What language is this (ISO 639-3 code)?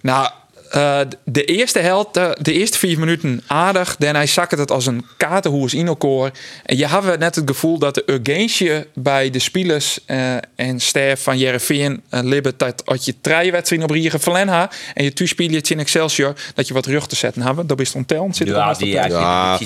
fry